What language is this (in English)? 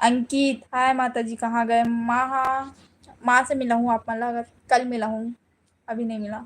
Chhattisgarhi